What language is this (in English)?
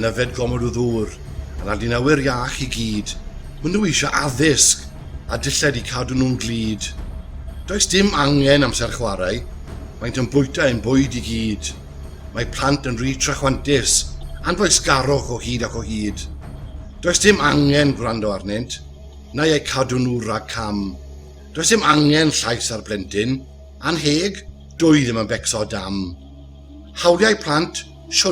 Welsh